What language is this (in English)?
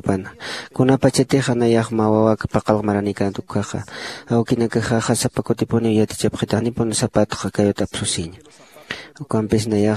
Aymara